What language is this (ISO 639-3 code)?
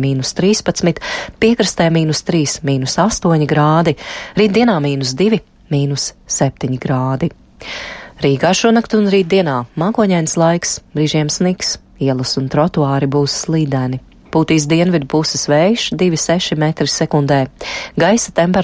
lav